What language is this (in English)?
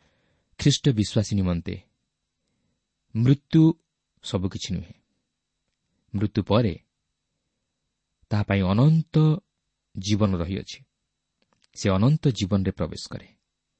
Odia